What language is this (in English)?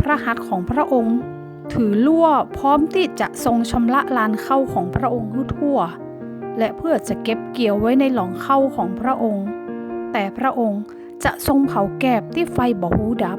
Northern Thai